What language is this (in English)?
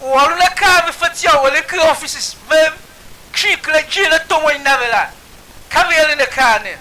Tiv